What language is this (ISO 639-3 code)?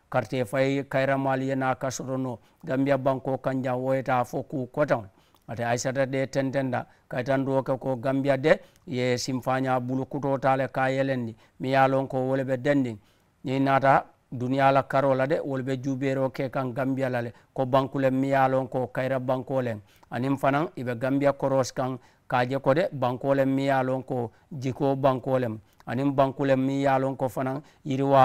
man